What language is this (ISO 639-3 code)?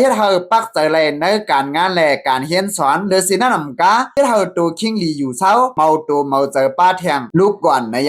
lao